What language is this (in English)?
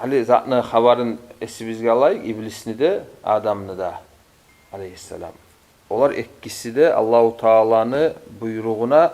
Kumyk